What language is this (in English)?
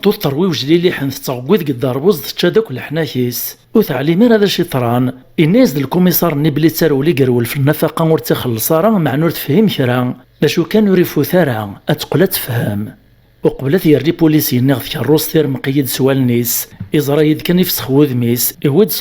Kabyle